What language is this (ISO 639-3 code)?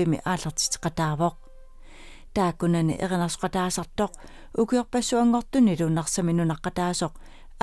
kal